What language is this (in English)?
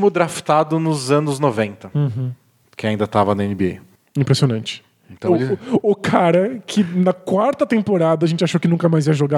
Portuguese